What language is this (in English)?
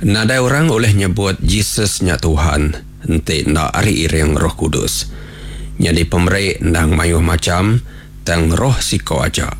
Iban